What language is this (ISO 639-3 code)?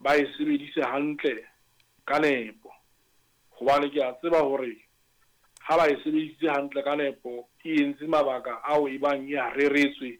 sot